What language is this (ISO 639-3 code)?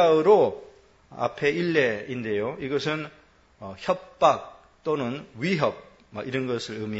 kor